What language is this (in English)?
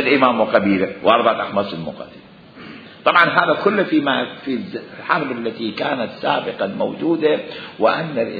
Mesopotamian Arabic